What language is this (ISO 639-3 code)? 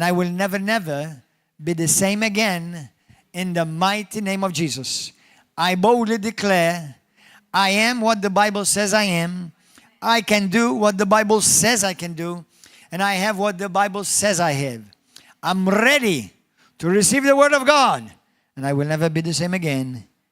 eng